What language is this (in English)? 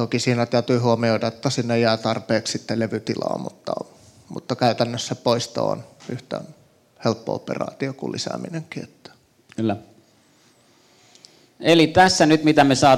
Finnish